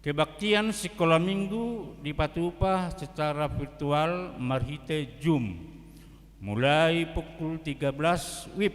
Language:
Batak Toba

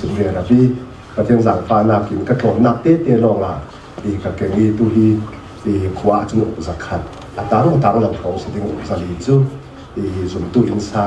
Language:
Falam Chin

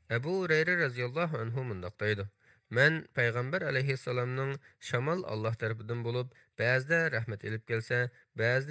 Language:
Uyghur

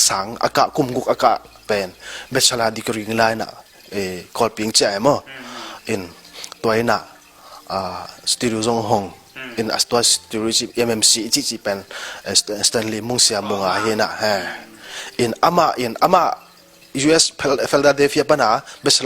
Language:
Tedim Chin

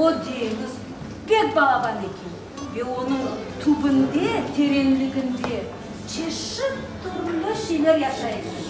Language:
Crimean Tatar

